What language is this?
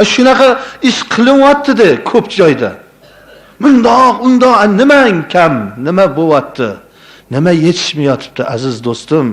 Uzbek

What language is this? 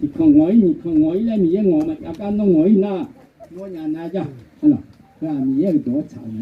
Akha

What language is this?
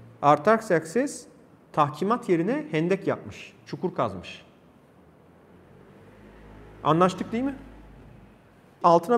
Turkish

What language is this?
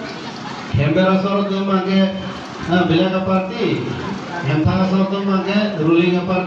Karbi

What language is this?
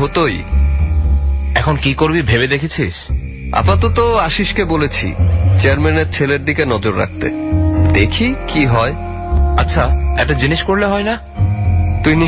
Bangla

